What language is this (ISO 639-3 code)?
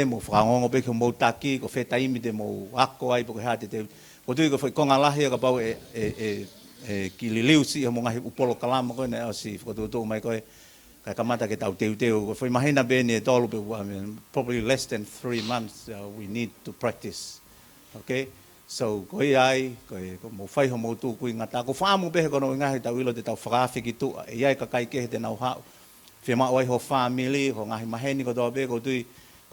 ton